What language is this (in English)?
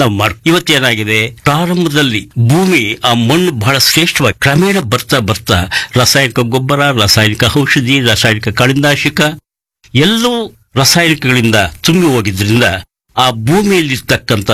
Kannada